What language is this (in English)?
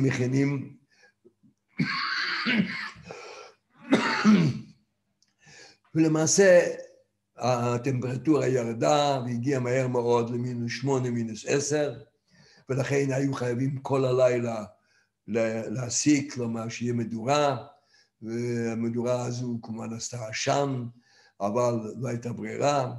Hebrew